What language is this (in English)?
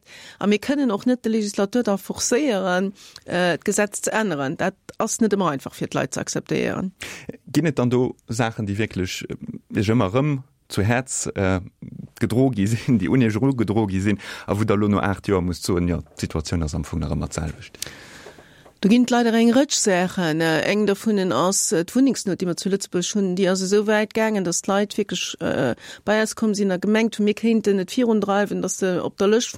Luxembourgish